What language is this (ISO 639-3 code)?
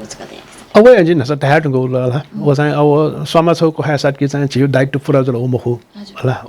new